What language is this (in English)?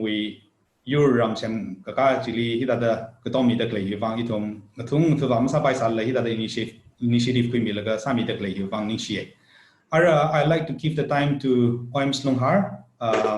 Tangkhul Naga (India)